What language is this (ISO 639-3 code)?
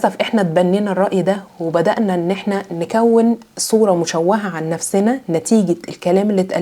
arz